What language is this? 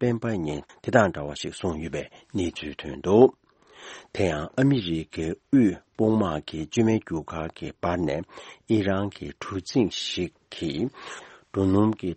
Tibetan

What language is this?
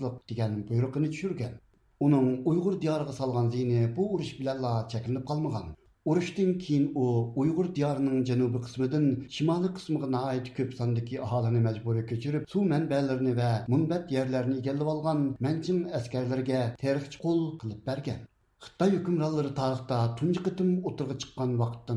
Uyghur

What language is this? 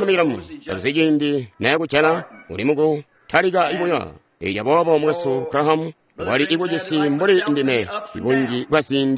Tonga (Zambia)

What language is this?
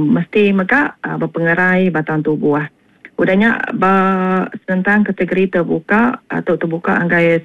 Iban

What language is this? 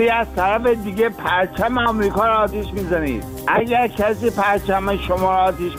Persian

